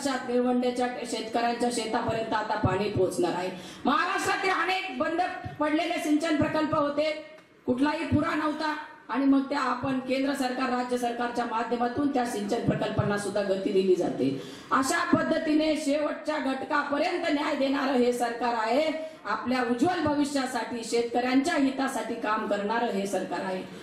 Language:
Marathi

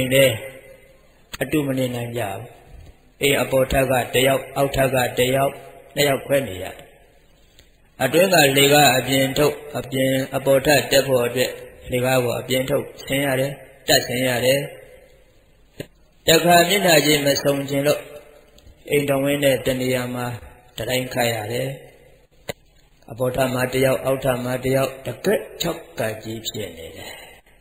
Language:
Burmese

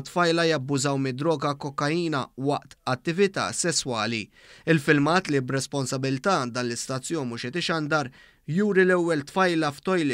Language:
Maltese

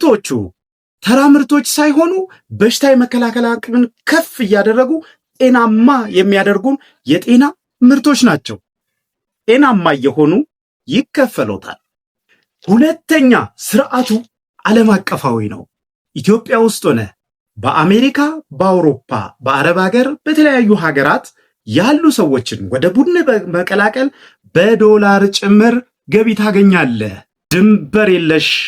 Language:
Amharic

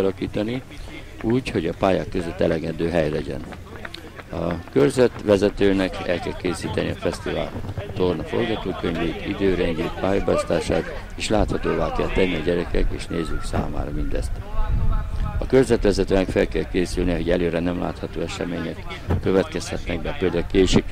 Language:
Hungarian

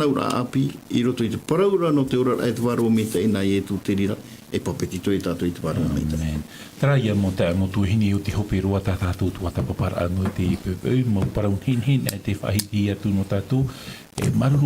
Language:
Tahitian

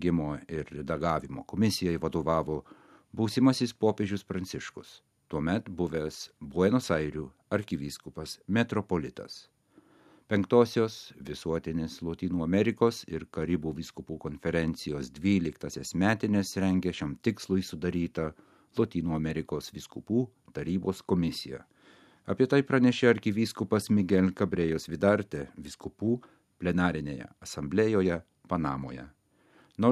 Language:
Lithuanian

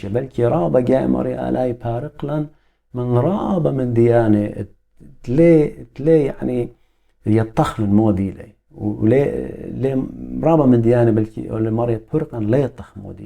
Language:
Assyrian Neo-Aramaic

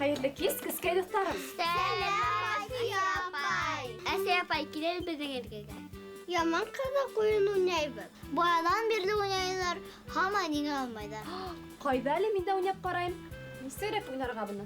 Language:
Bashkir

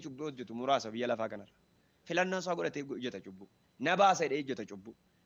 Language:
Oromo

